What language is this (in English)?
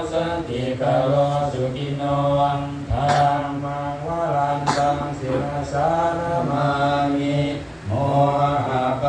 Pali